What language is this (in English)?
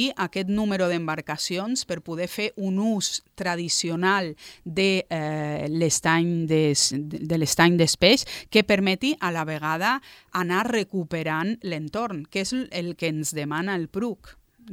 Catalan